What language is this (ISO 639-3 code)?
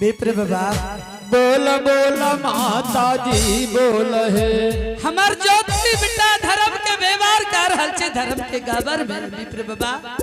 anp